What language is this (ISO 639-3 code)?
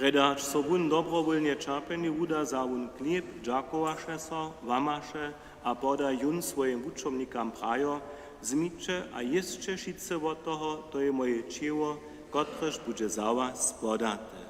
hsb